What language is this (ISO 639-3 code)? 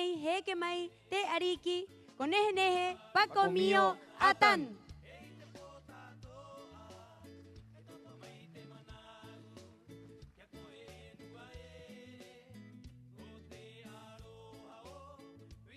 rap